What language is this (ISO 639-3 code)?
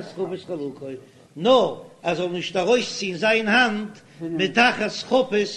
yid